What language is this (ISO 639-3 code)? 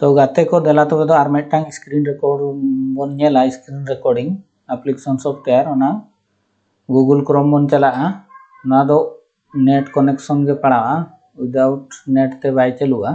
sat